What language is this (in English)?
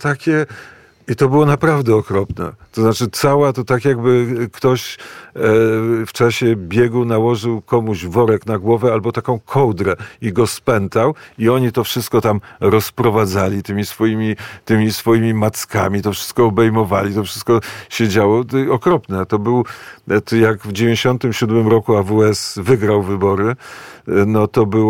Polish